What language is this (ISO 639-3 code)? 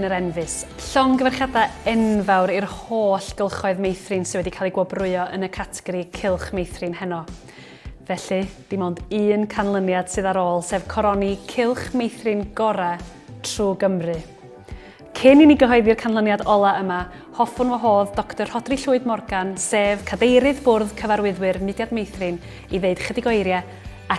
cym